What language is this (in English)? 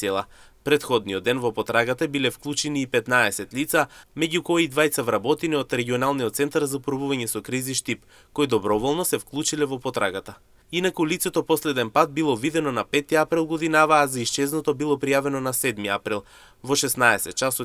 Macedonian